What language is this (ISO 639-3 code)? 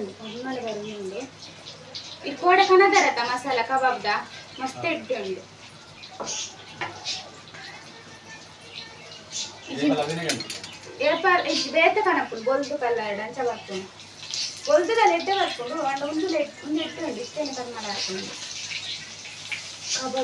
tcy